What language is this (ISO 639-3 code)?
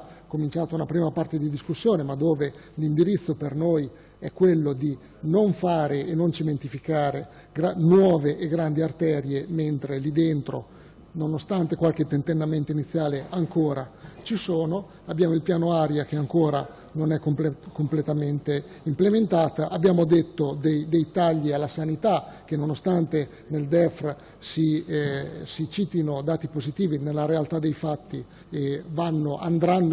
ita